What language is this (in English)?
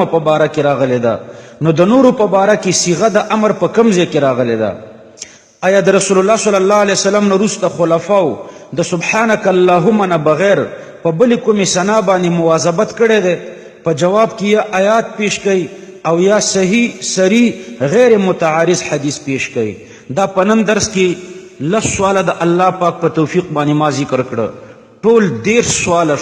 Pashto